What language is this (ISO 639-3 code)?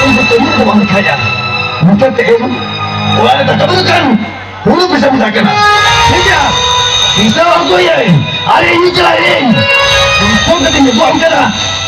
sat